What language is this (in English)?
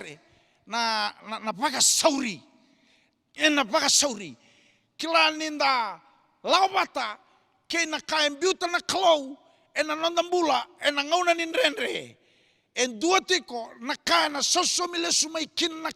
Fijian